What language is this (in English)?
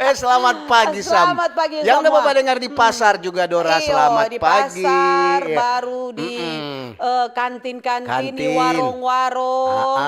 Manado Malay